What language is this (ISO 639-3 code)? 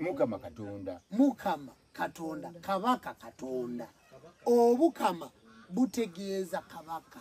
lug